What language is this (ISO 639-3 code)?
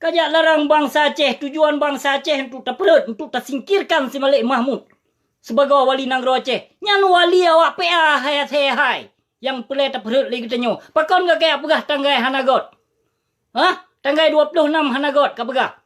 ace